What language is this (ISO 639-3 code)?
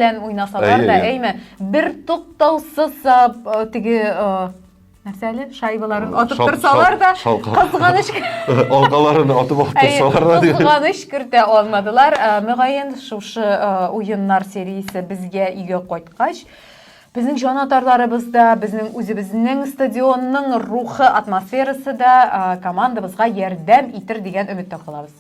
tat